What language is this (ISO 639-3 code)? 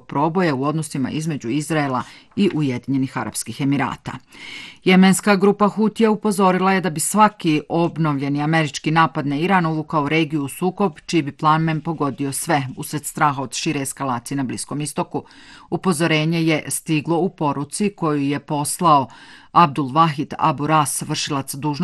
bos